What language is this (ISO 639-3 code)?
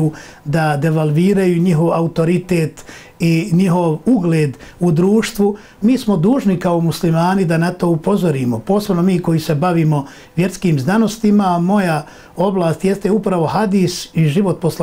bos